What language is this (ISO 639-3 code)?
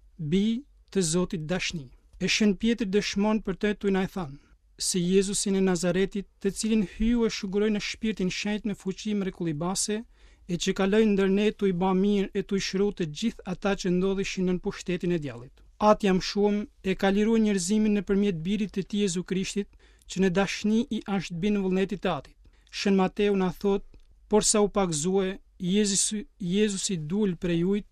sqi